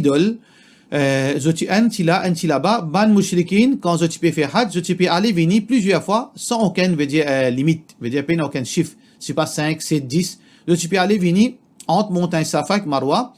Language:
Morisyen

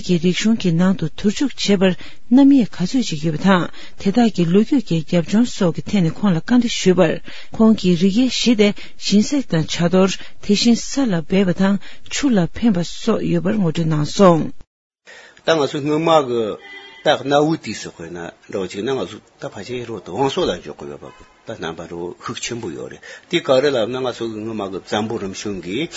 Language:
Tibetan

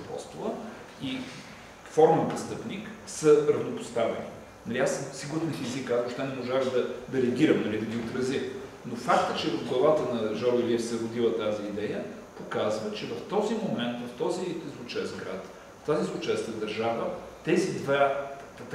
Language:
Bulgarian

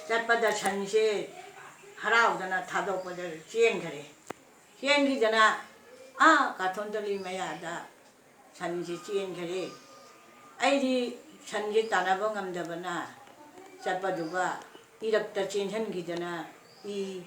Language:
Manipuri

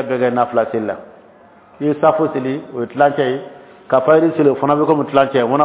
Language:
Dyula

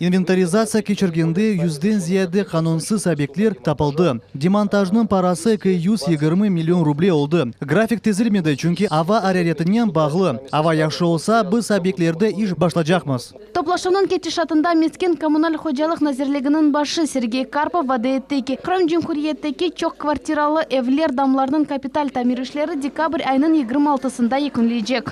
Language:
Crimean Tatar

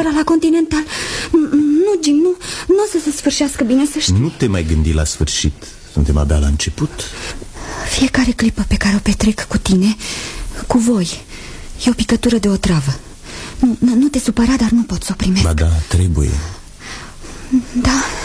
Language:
Romanian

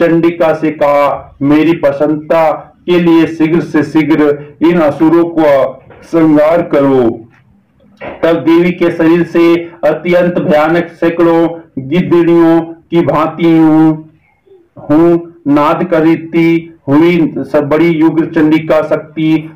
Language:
Hindi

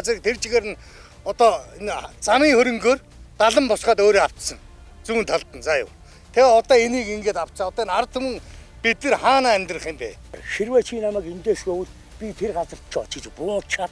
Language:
Mongolian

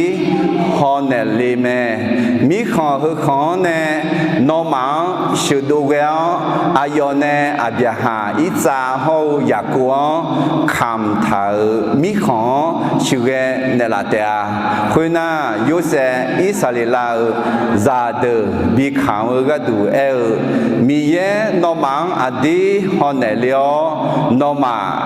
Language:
Akha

